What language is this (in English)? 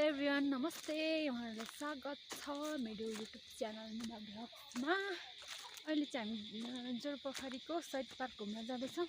Nepali